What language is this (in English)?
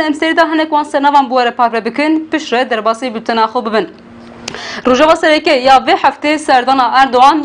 Kurdish